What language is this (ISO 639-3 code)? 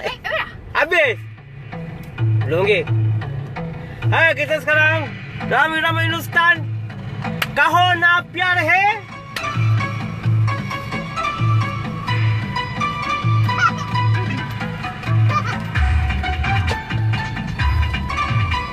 msa